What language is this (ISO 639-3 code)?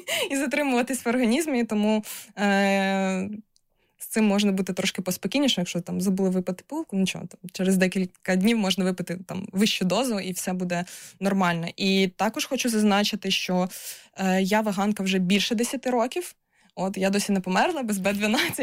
ukr